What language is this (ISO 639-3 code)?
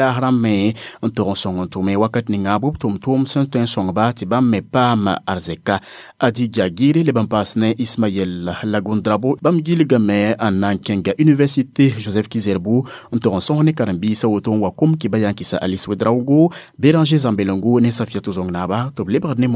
mos